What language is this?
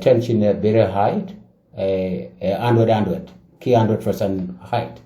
Nuer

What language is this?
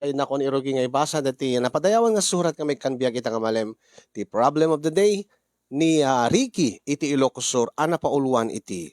Iloko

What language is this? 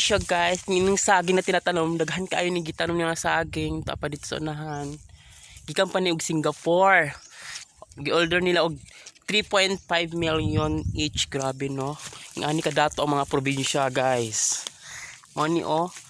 Cebuano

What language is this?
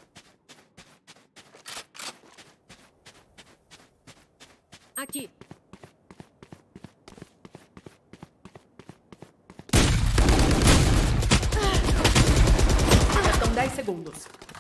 Portuguese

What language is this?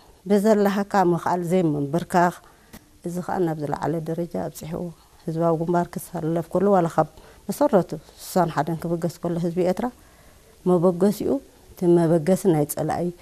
Tigrinya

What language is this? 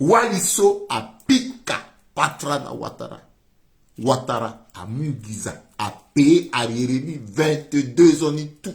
Sango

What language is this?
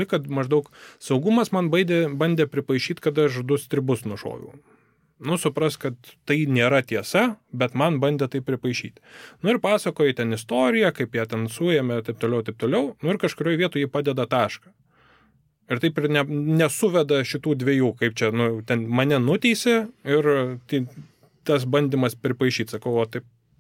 Lithuanian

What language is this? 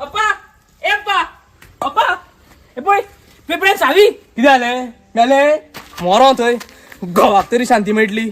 Konkani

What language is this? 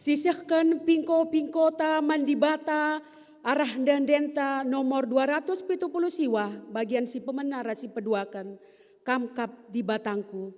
Batak Karo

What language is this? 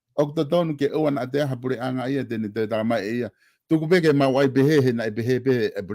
Tongan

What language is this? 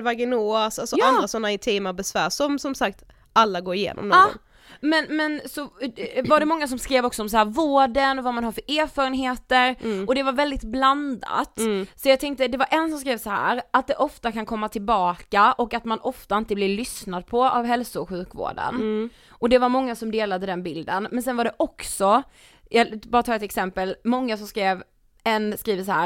Swedish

